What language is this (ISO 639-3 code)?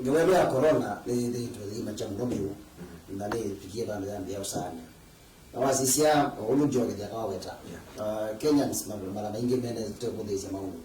kam